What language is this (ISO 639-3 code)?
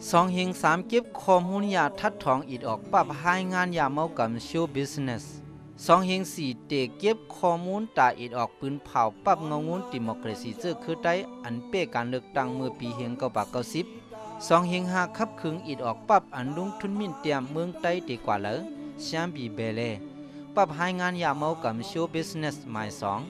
shn